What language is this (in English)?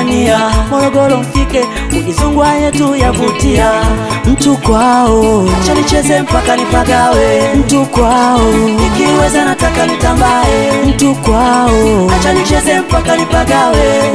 Swahili